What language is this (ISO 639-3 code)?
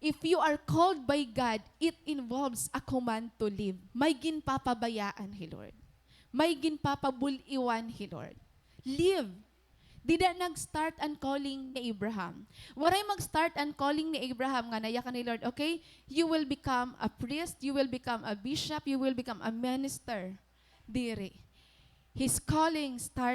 war